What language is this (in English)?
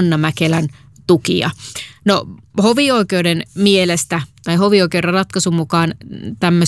Finnish